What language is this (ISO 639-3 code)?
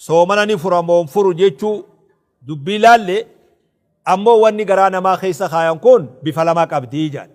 orm